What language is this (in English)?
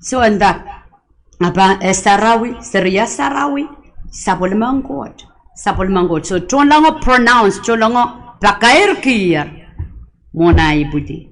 Pohnpeian